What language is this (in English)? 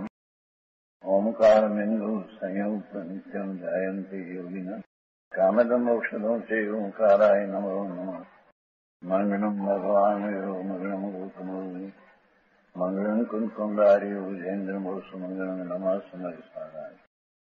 Gujarati